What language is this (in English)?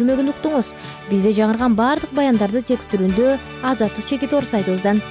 Kyrgyz